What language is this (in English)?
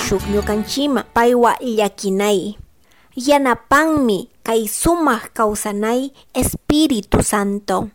Chimborazo Highland Quichua